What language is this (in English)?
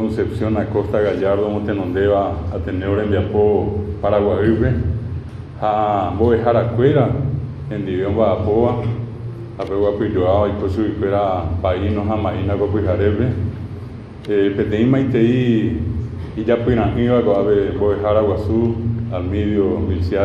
Guarani